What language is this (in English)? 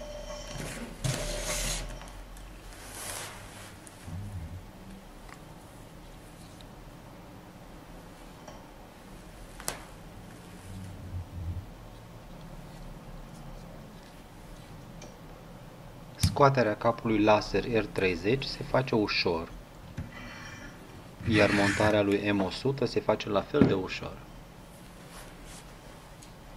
Romanian